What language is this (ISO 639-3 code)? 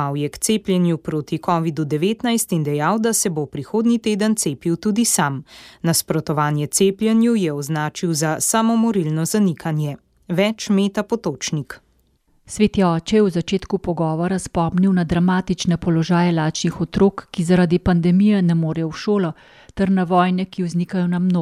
slv